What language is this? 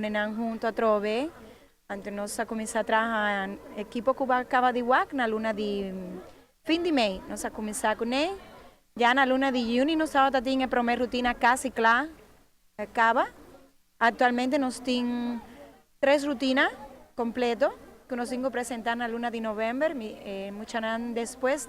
Papiamento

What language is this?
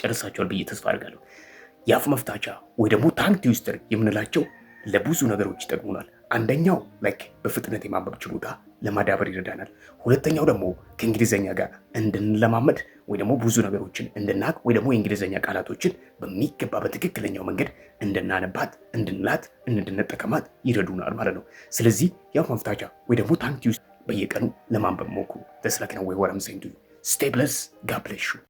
Amharic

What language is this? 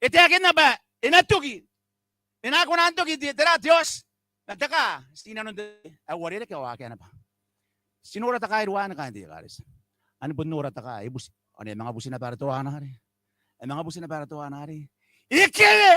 Gilbertese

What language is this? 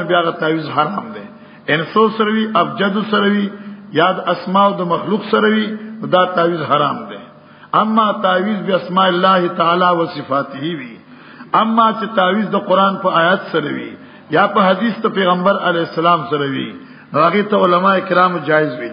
Pashto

